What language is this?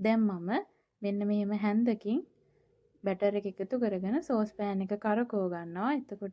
Sinhala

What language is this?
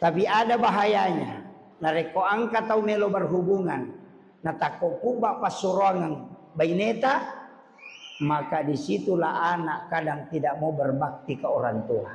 Buginese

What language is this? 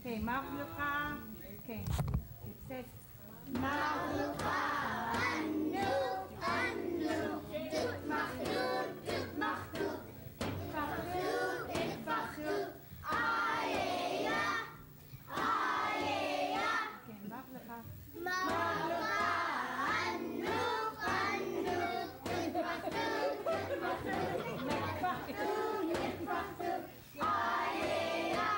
Central Yupik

